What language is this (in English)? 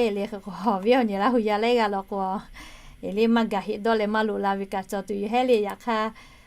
Lahu